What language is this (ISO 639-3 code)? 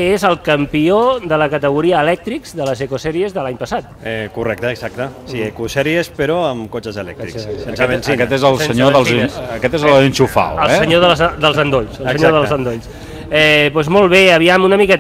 cat